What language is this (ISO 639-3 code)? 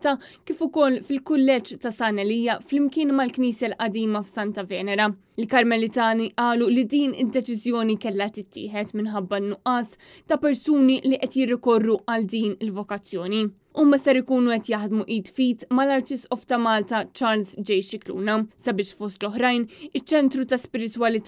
mlt